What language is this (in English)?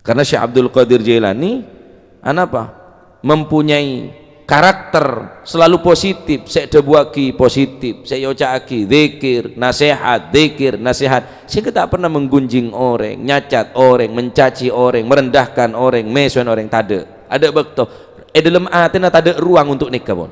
Madurese